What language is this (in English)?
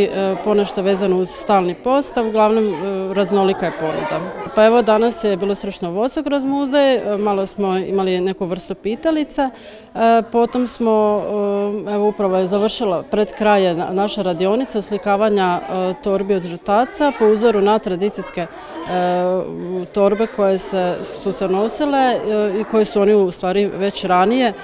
Croatian